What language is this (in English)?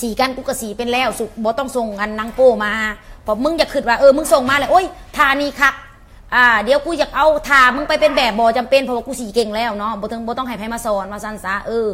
Lao